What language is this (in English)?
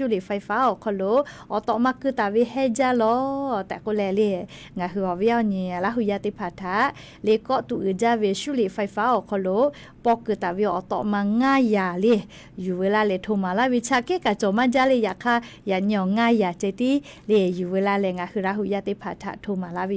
Lahu